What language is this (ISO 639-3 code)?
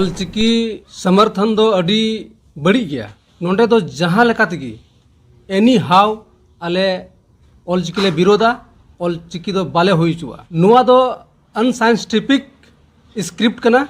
sat